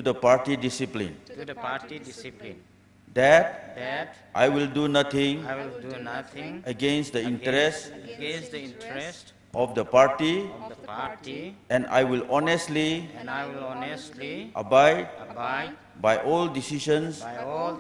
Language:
Tangkhul Naga (India)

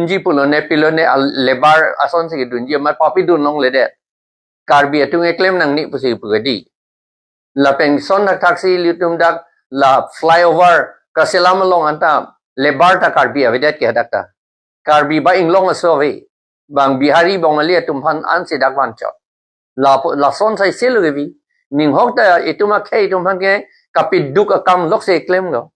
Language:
Karbi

